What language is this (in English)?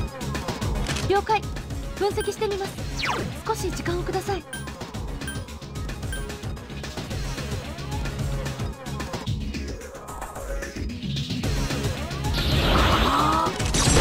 Japanese